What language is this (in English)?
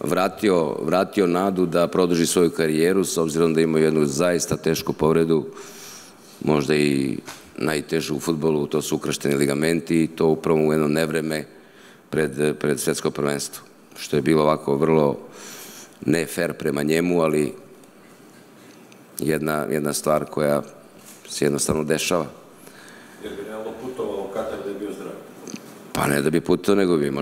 Serbian